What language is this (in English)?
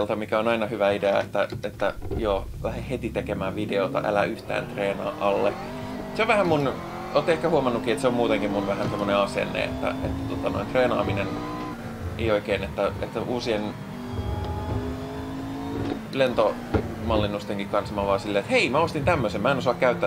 Finnish